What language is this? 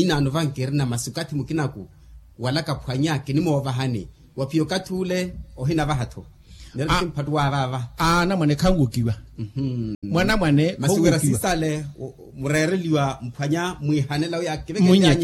Makhuwa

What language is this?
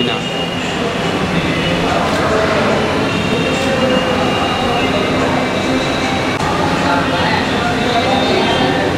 Bangla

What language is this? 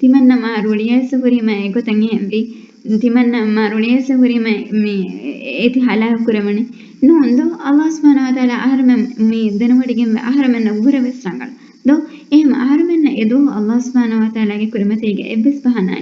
Divehi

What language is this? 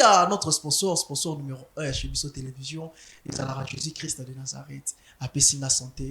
Lingala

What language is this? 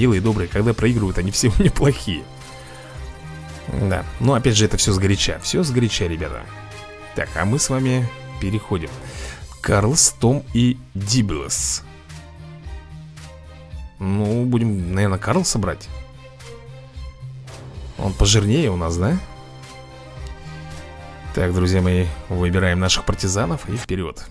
Russian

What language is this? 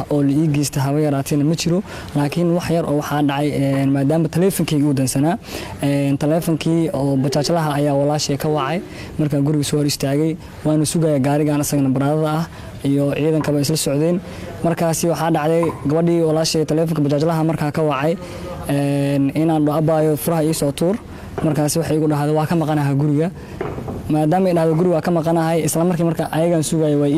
Somali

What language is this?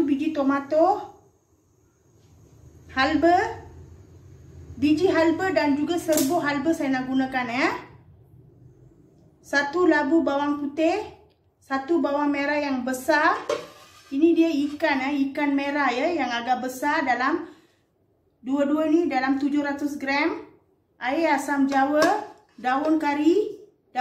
Malay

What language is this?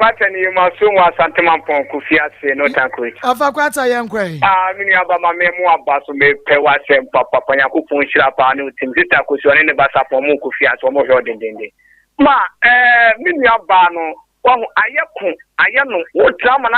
Akan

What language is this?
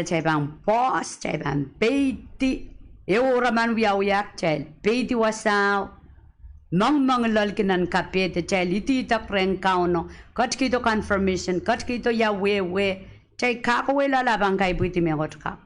Pohnpeian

